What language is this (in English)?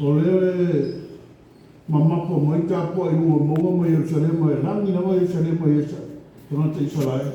Samoan